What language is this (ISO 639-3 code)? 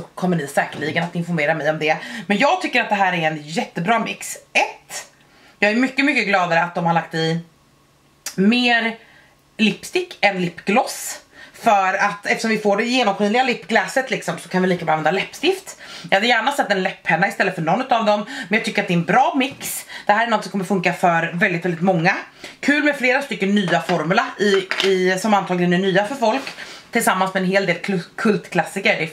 swe